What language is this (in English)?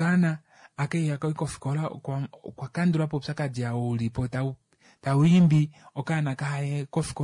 Kuanyama